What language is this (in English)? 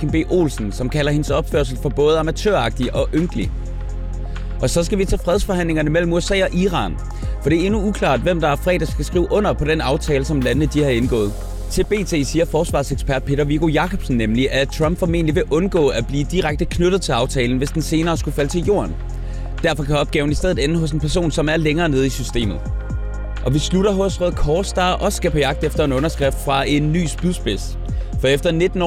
Danish